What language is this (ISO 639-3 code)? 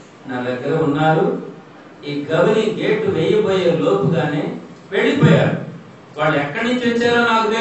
tel